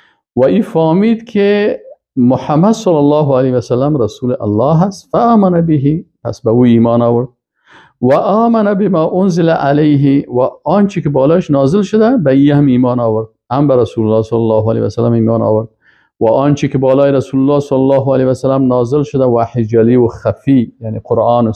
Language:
Persian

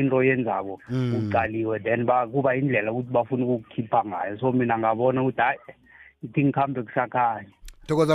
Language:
South Ndebele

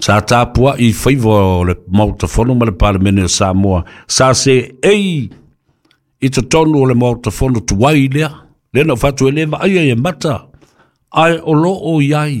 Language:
Samoan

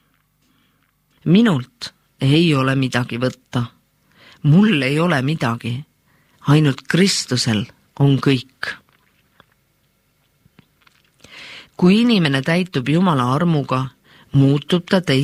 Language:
Estonian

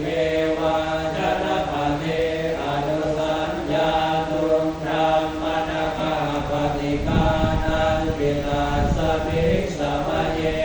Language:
Pali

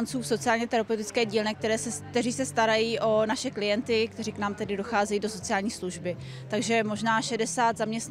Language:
Czech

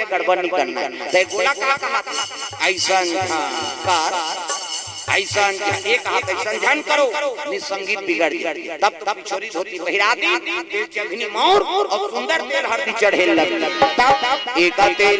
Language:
Chhattisgarhi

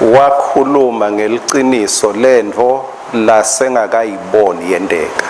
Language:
Swati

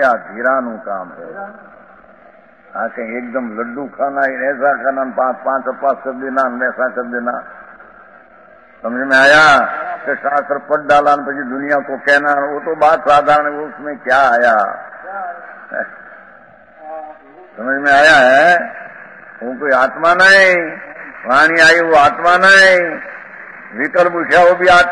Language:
Hindi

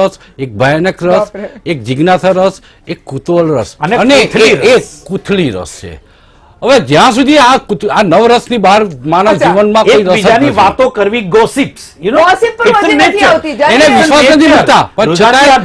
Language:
Gujarati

